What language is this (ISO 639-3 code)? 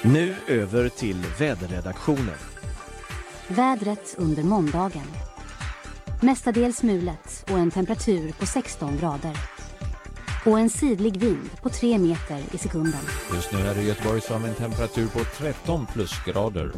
swe